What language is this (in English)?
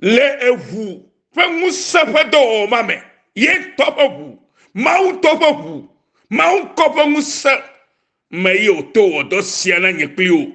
Ewe